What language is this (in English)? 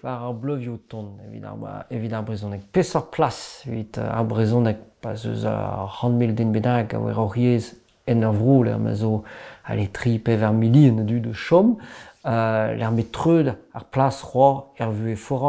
Breton